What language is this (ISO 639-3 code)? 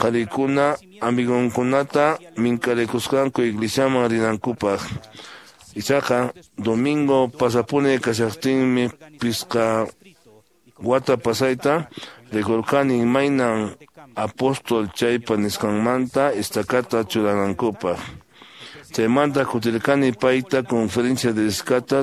que